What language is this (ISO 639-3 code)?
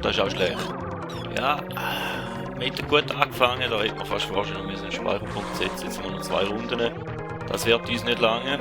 gsw